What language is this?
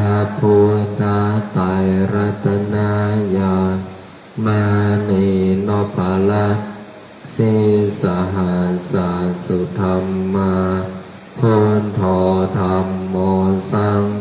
Pali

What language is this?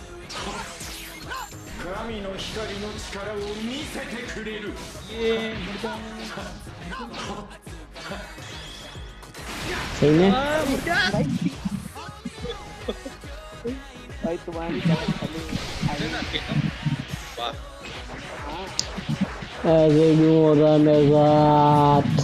Hindi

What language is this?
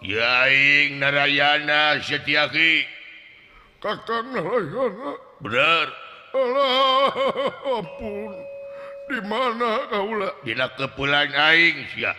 Sundanese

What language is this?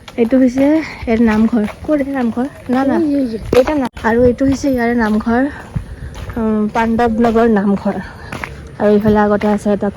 Assamese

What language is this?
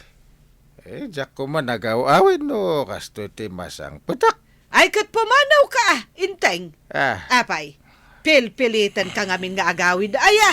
Iloko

